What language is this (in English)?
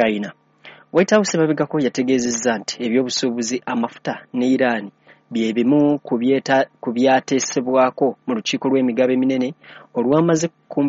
Ganda